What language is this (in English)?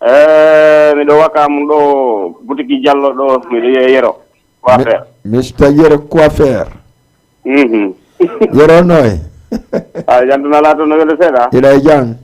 Fula